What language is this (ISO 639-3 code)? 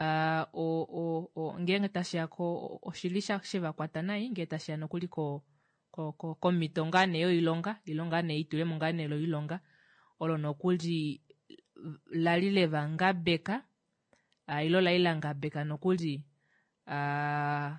kua